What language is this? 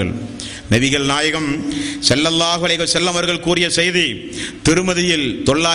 Tamil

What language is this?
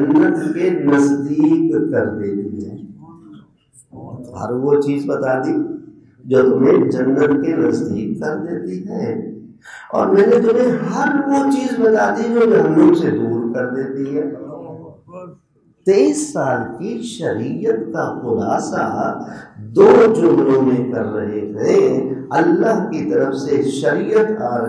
Urdu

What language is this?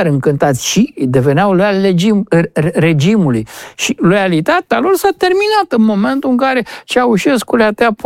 Romanian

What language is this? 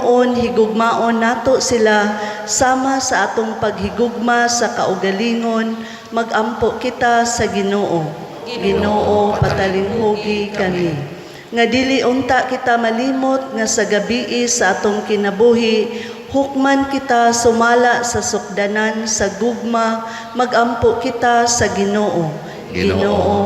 Cebuano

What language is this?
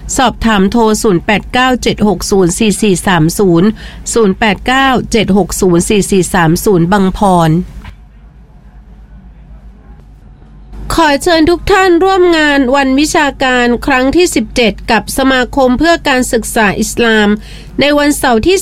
Thai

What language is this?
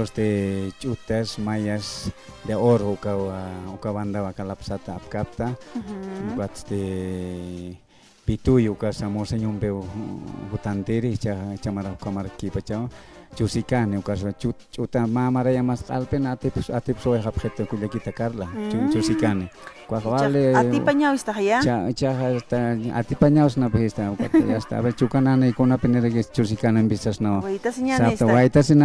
Aymara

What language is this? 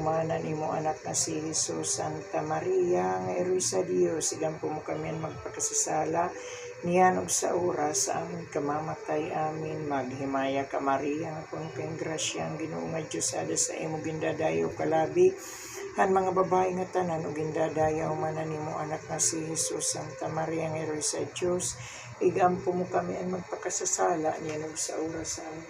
Waray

